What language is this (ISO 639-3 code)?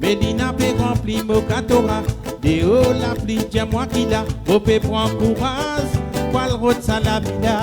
mfe